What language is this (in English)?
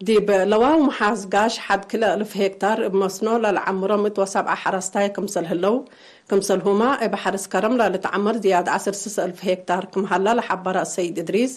Tigre